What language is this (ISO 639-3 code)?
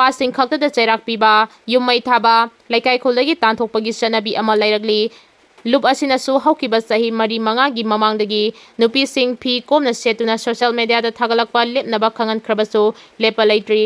mni